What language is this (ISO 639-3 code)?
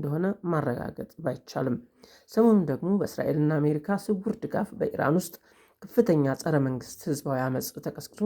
amh